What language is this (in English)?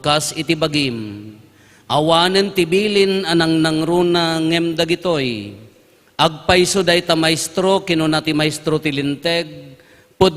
Iloko